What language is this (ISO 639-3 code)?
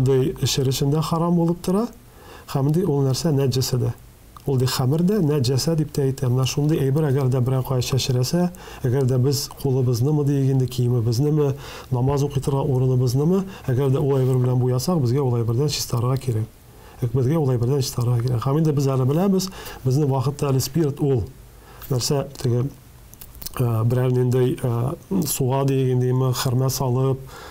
tat